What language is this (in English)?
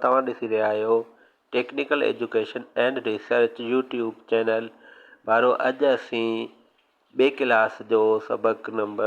Sindhi